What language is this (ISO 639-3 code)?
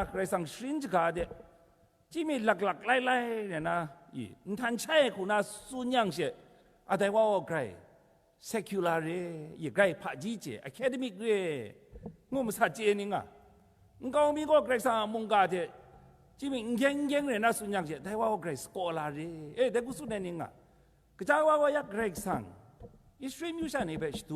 kac